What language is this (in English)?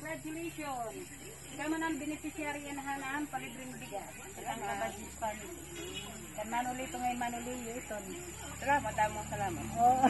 Waray